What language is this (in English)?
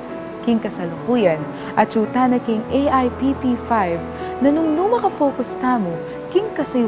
Pampanga